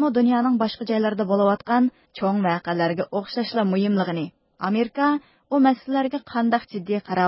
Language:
Uyghur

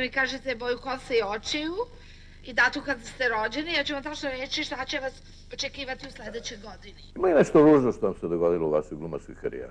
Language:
Serbian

